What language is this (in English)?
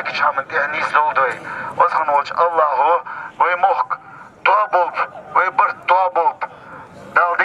Chechen